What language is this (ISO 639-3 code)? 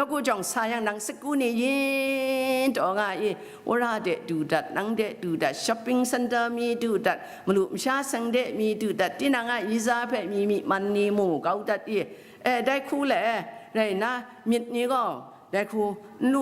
kac